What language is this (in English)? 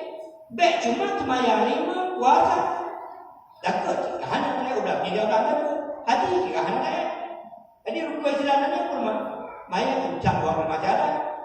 Achinese